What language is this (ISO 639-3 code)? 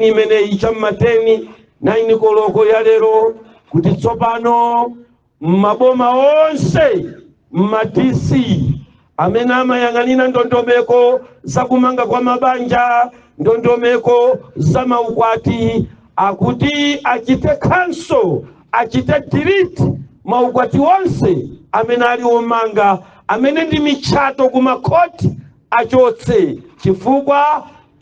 nya